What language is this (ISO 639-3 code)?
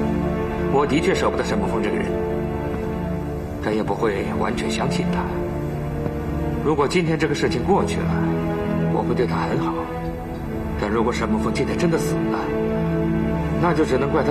zho